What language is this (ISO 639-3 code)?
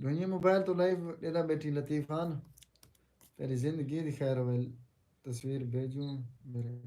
skr